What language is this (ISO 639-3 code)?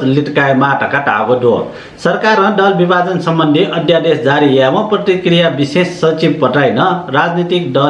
new